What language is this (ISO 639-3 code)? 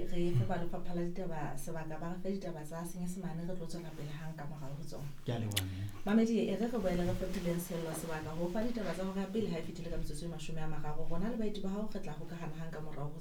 sot